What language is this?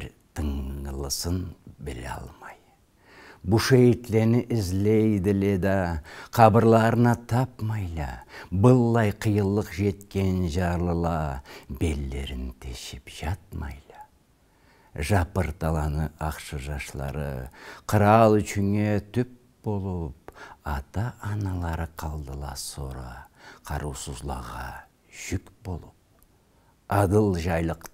Karachay-Balkar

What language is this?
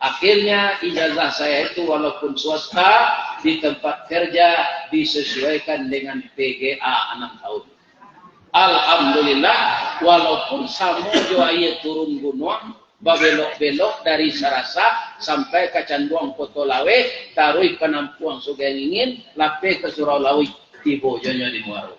Minangkabau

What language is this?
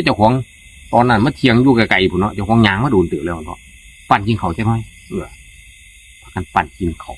Northeastern Thai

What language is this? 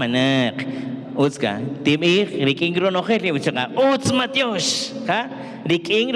Kaqchikel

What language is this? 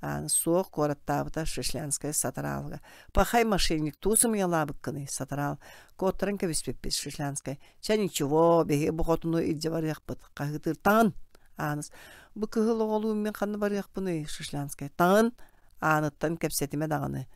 Yakut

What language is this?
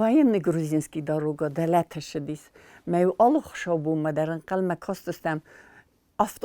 Ossetic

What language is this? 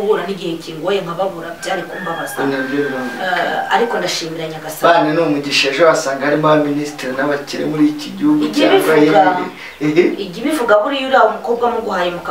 Kinyarwanda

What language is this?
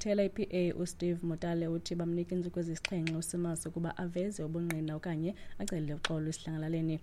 Xhosa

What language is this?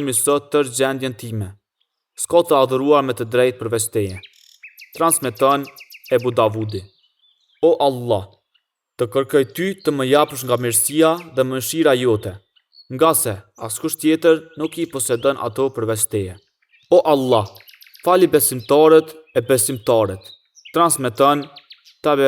Albanian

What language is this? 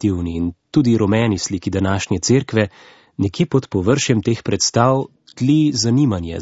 Slovenian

